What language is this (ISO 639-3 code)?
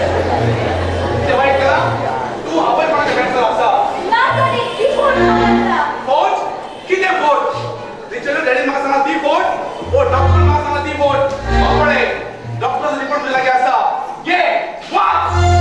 kok